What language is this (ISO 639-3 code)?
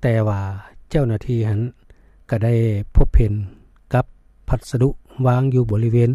lao